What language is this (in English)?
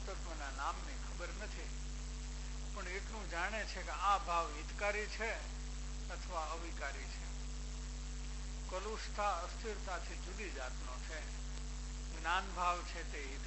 Gujarati